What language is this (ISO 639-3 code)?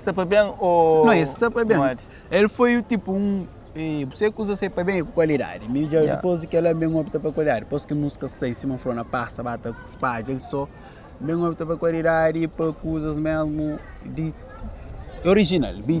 kea